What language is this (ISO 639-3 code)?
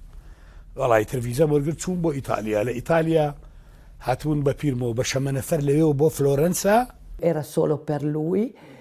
ckb